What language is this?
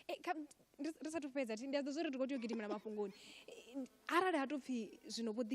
Venda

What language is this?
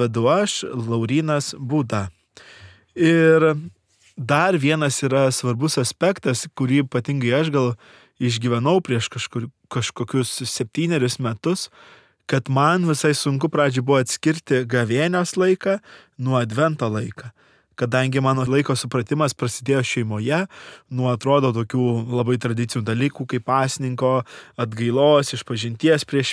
Lithuanian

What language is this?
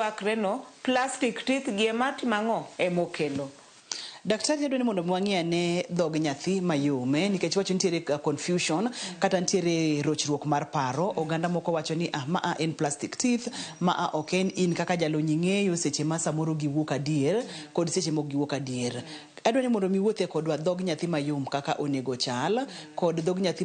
Luo (Kenya and Tanzania)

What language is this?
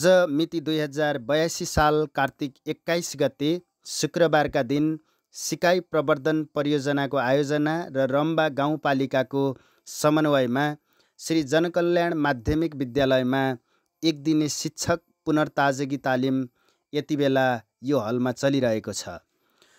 Nepali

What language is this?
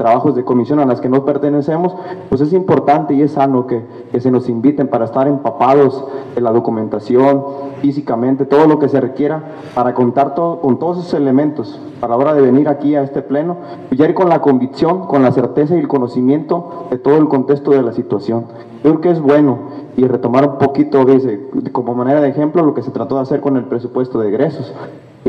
Spanish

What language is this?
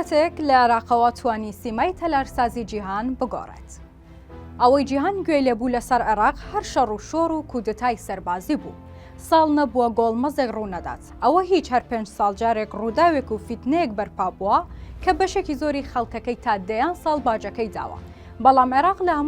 Central Kurdish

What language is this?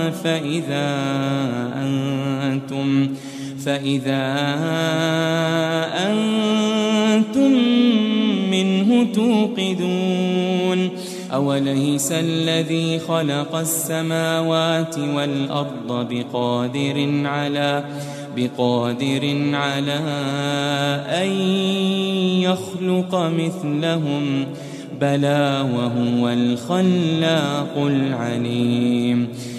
Arabic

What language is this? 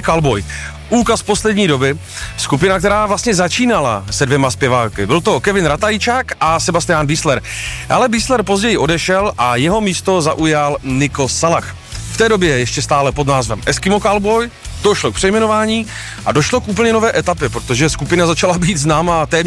Czech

